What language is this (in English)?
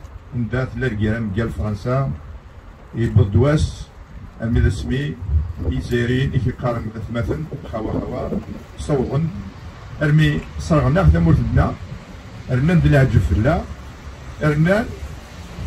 Kabyle